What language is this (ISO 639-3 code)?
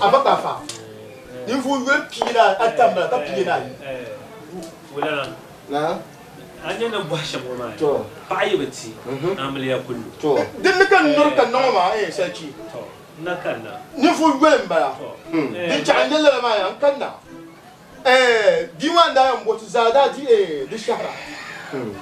dag